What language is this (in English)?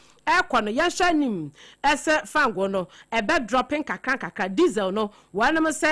Akan